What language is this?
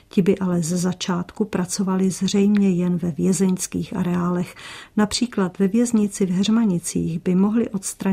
Czech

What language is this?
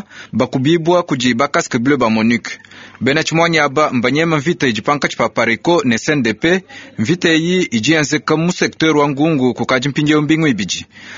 Luba-Lulua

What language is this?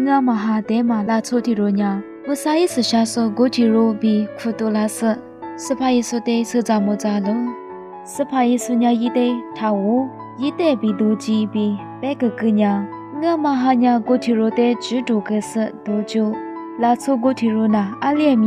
Lisu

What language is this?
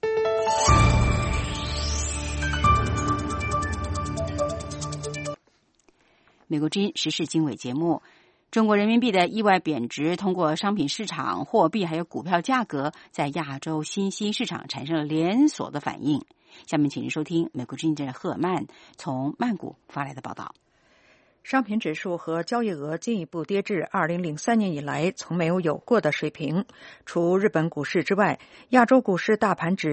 Chinese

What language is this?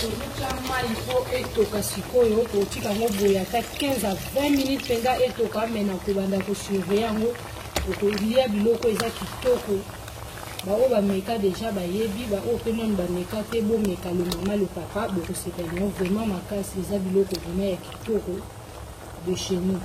Lingala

